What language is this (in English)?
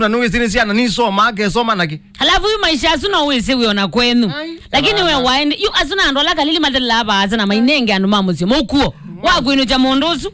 Kamba